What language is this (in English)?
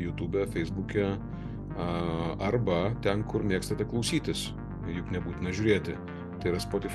Lithuanian